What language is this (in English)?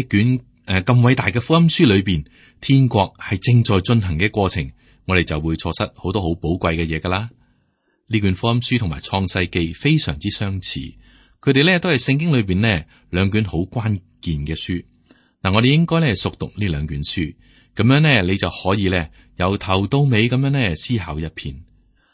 Cantonese